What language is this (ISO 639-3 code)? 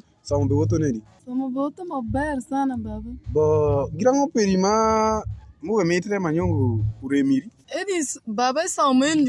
alz